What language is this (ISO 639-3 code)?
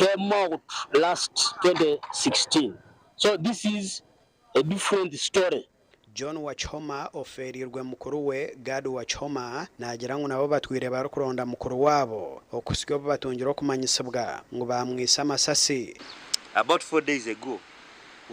nyn